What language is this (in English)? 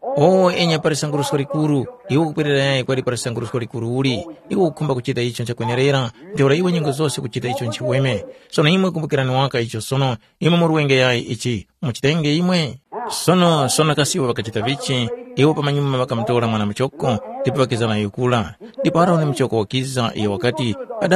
Tumbuka